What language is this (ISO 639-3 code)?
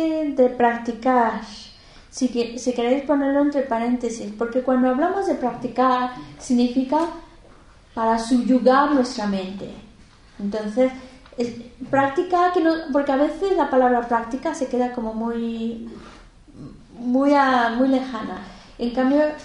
spa